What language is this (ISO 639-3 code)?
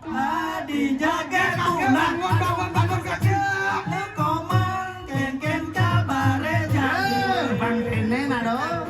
ban